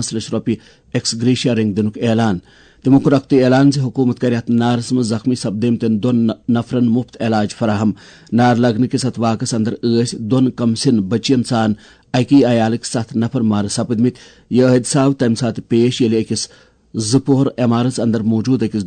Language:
Kashmiri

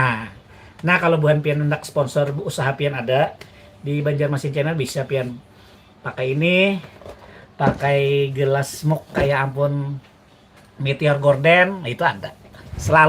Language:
Banjar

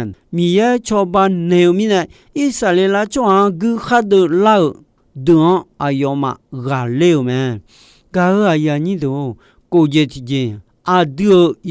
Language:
Akha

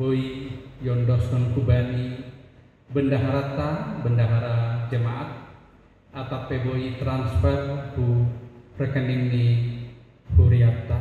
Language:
Batak Simalungun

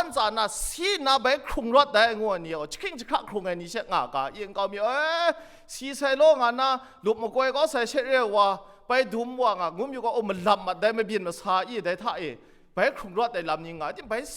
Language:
Kachin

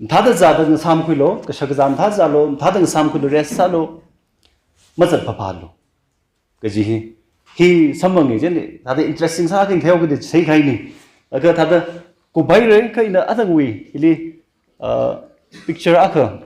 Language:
Tangkhul Naga (India)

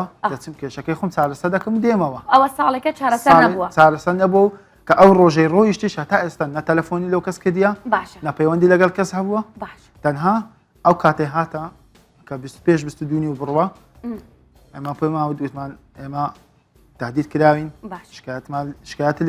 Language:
Central Kurdish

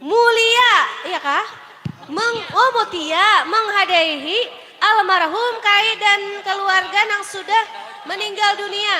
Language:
Banjar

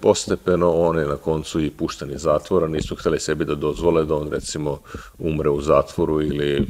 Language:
Serbian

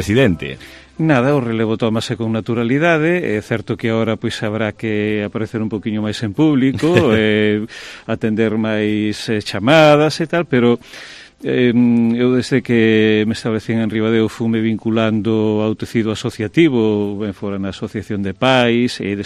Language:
Galician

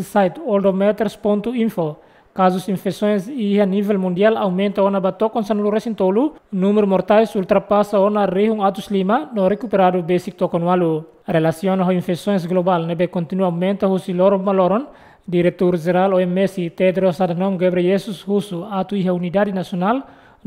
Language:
Tetum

